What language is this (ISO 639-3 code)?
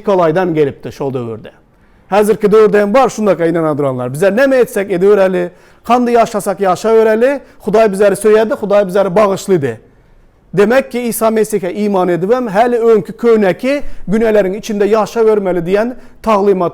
tuk